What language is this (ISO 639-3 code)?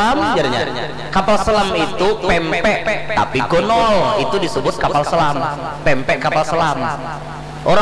bjn